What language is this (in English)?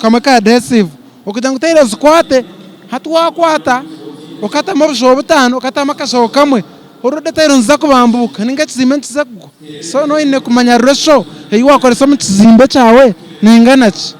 Nyankole